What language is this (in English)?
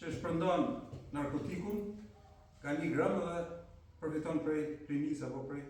Albanian